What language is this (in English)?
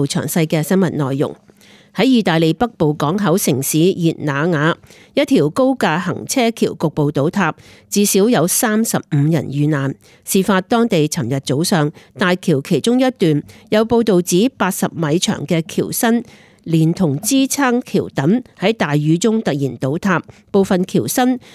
Cantonese